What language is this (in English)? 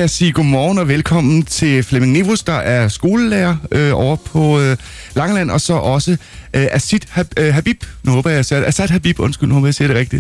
Danish